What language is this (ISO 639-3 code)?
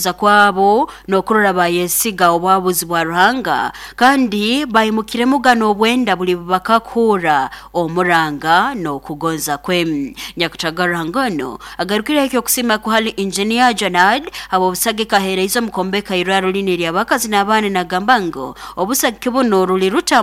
nyo